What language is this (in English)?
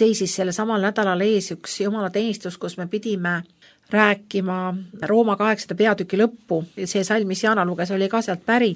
Estonian